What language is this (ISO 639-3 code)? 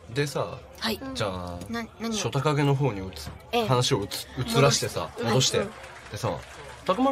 jpn